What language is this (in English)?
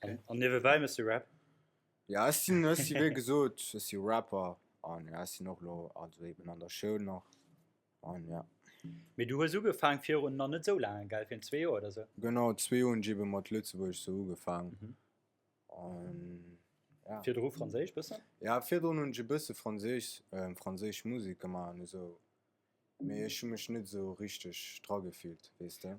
Luxembourgish